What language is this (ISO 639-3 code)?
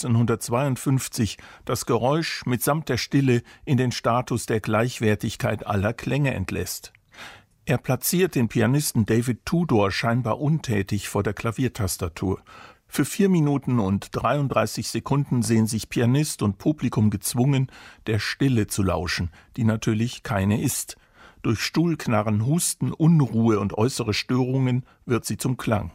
deu